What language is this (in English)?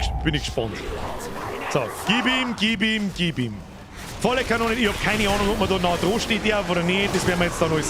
Bavarian